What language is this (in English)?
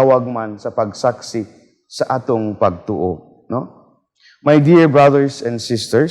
Cebuano